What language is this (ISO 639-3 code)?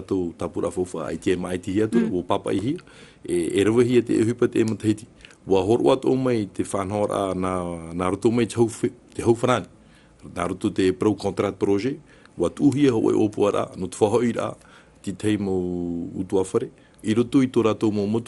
tah